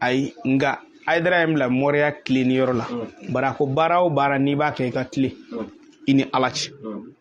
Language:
Bambara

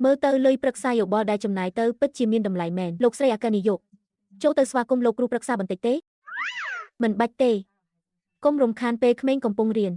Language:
Khmer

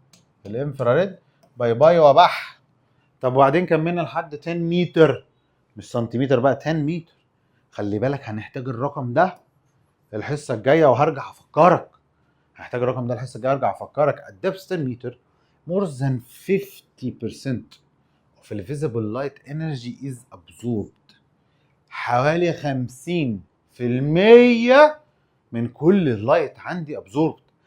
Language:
Egyptian Arabic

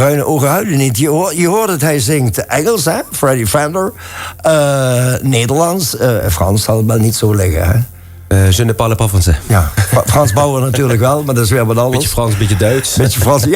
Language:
Limburgish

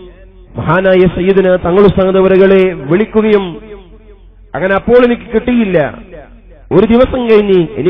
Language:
Malayalam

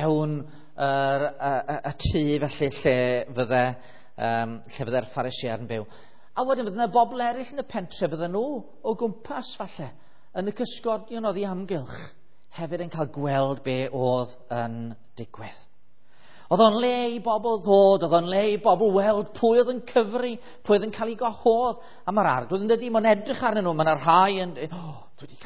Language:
Welsh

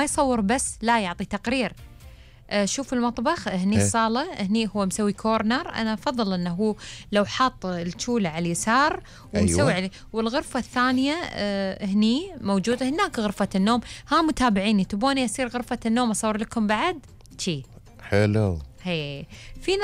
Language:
Gulf Arabic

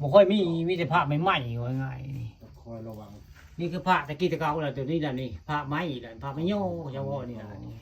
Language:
Northeastern Thai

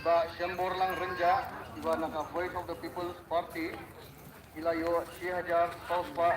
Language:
Khasi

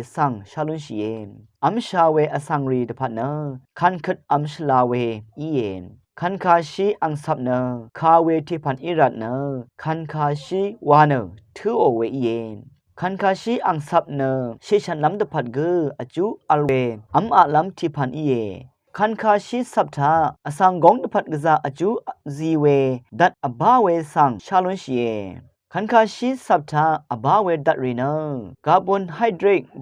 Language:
Rawang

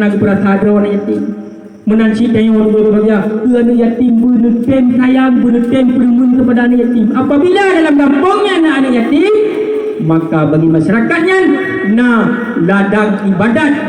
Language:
Achinese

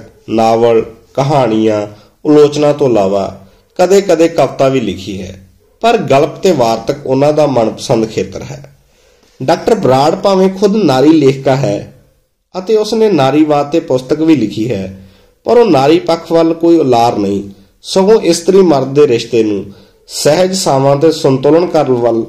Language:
Punjabi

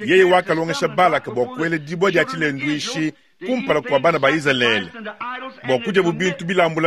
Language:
Luba-Lulua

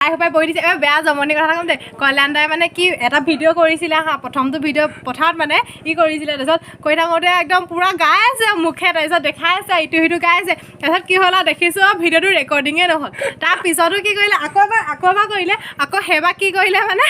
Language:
Assamese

